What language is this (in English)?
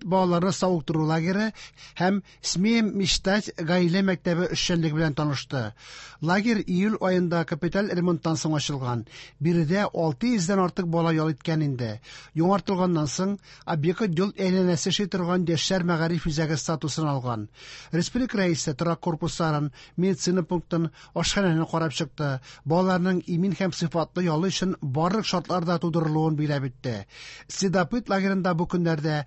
Tatar